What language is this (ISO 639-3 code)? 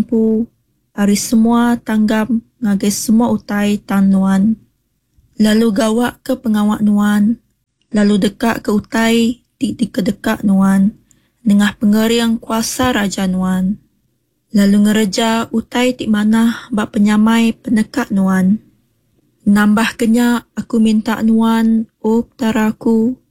iba